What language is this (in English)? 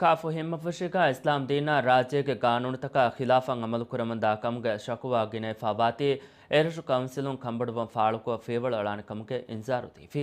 Divehi